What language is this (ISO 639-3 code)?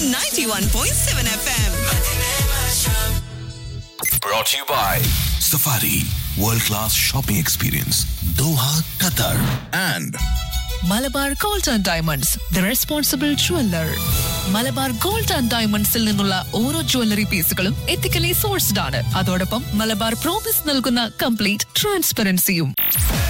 mal